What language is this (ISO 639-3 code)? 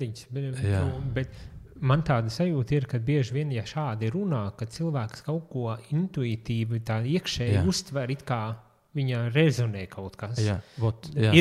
lav